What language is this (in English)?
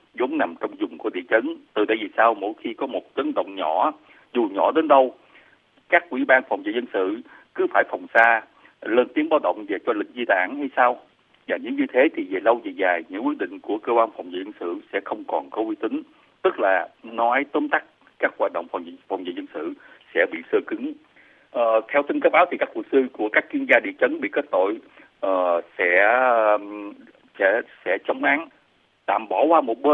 Vietnamese